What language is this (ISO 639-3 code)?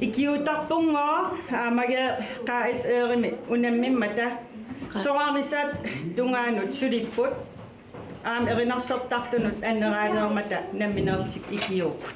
kal